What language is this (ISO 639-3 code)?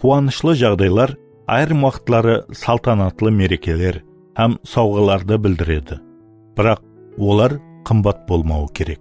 kaa